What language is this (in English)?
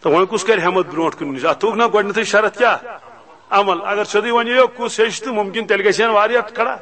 Kashmiri